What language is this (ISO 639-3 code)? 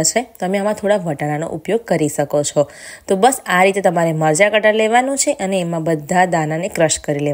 guj